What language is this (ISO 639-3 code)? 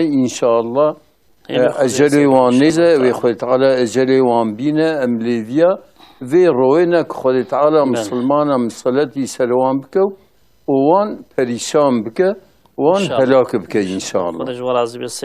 kur